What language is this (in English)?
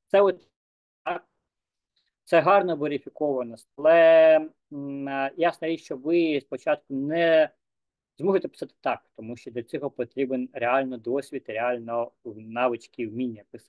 Ukrainian